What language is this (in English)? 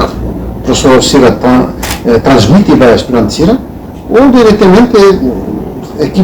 Tetum